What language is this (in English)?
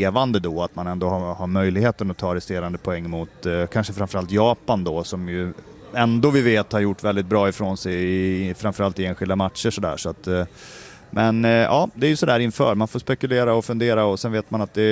Swedish